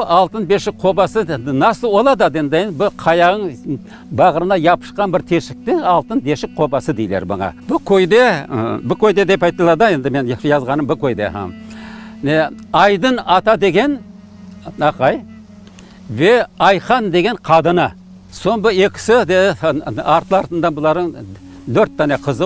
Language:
Crimean Tatar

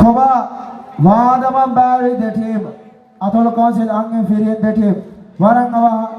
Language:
Divehi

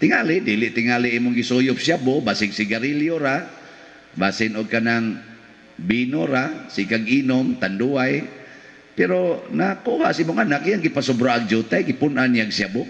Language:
Cebuano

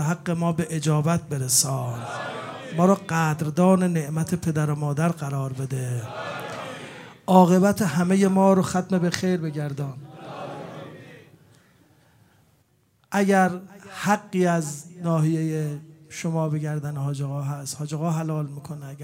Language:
Persian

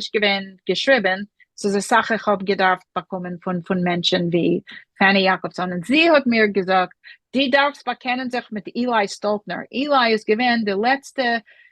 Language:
Yiddish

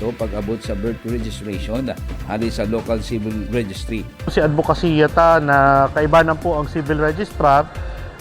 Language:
Bikol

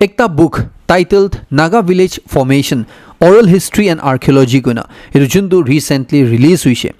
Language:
Naga Pidgin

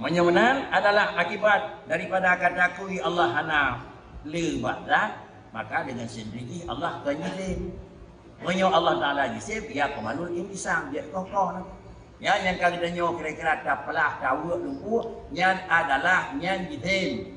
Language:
Achinese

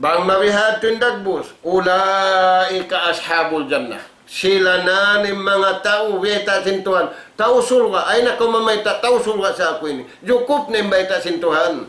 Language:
Tausug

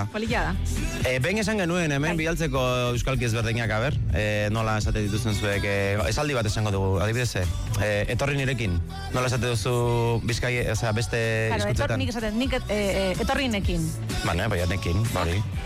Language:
Basque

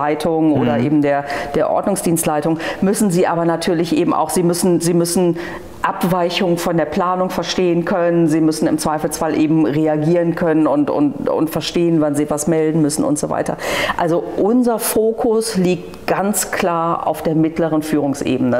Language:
German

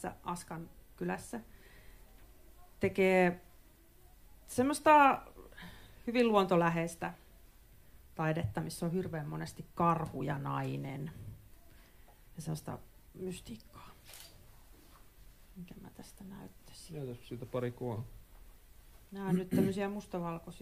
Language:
Finnish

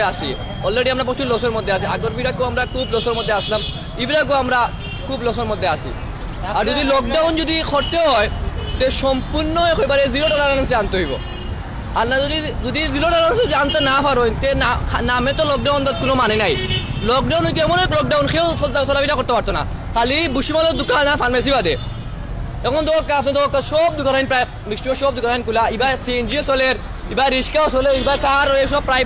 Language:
Sylheti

